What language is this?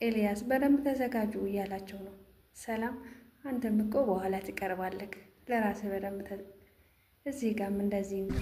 Amharic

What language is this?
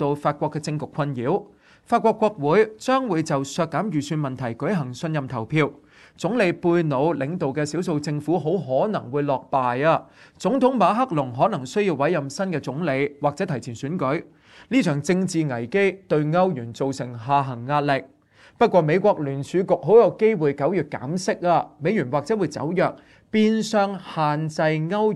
Cantonese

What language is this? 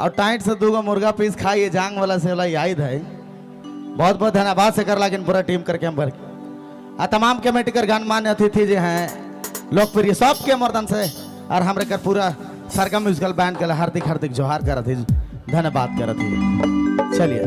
Sadri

